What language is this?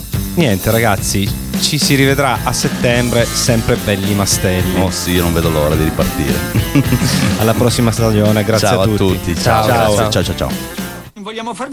Italian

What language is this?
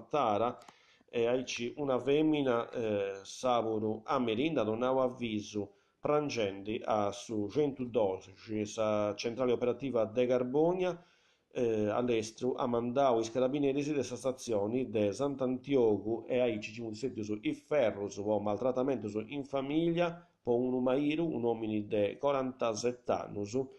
Sardinian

